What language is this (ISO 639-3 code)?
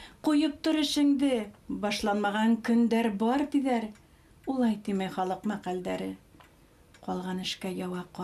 bak